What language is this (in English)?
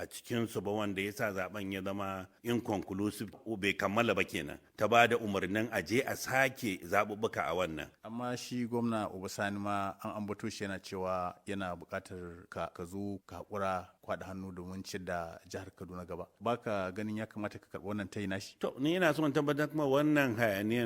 Hausa